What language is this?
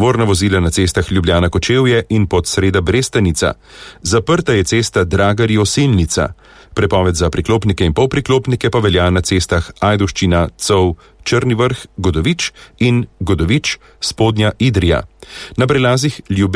Slovenian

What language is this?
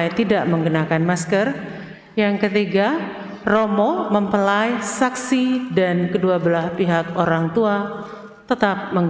Indonesian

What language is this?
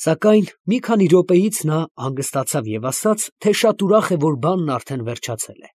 Armenian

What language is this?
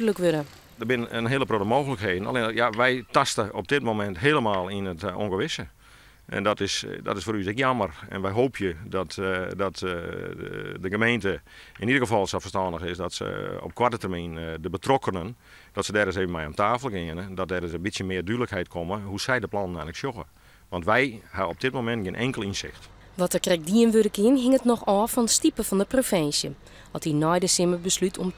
Western Frisian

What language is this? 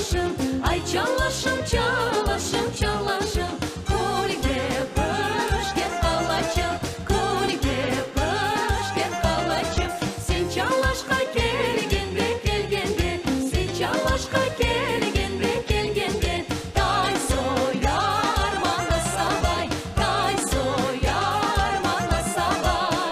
Crimean Tatar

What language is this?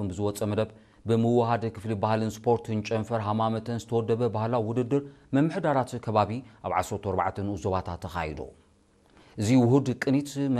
Tigrinya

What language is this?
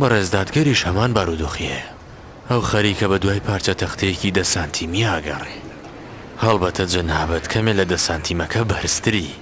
Central Kurdish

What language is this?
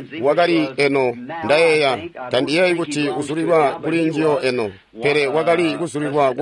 Tonga (Zambia)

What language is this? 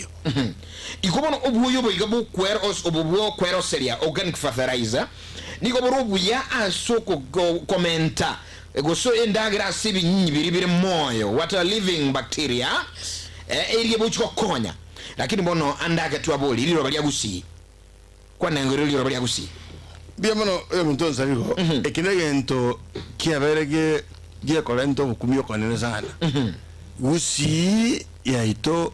Gusii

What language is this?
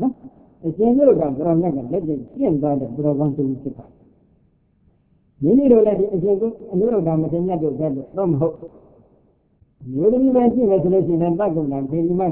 Burmese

